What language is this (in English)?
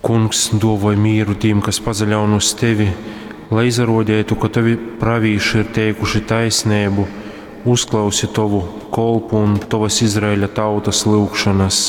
Latgalian